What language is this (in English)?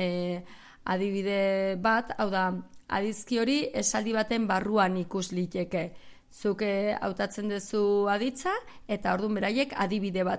Basque